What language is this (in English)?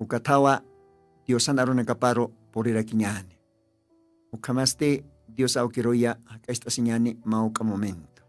Aymara